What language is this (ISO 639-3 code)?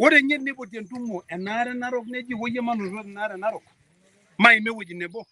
mas